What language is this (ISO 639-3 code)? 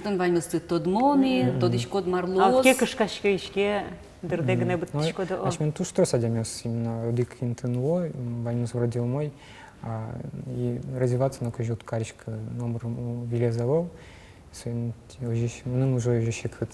udm